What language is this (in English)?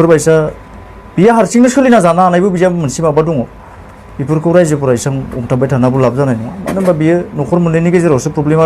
Bodo